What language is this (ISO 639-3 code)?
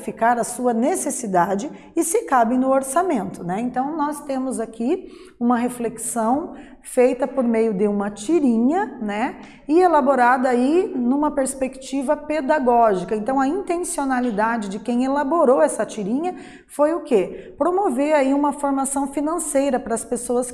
por